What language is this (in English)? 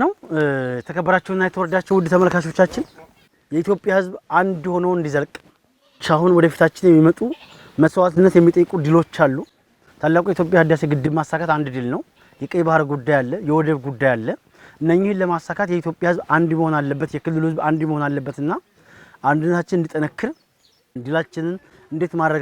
Amharic